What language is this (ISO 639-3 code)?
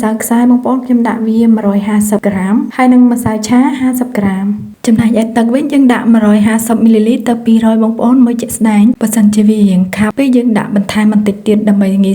khm